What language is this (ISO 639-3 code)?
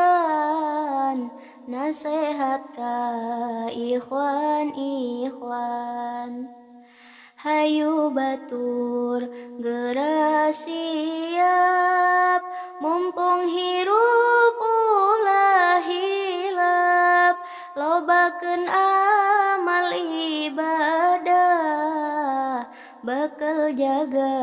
sun